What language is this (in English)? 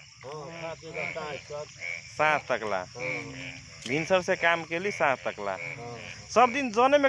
Magahi